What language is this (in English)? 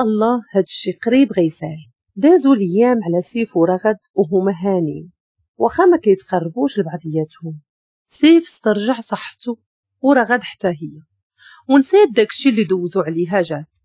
Moroccan Arabic